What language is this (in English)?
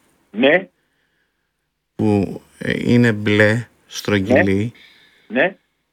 Greek